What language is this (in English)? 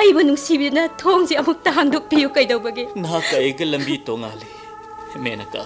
Manipuri